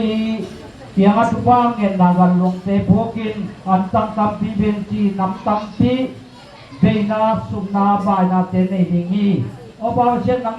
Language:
Tedim Chin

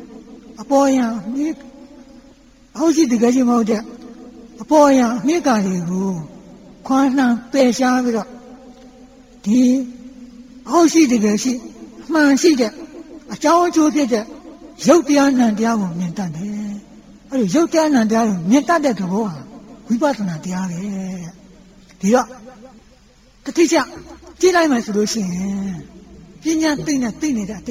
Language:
Burmese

